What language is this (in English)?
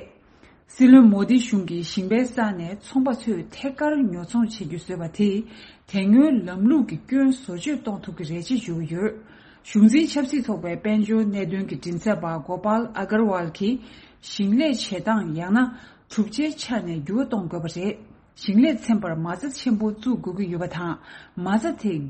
Tibetan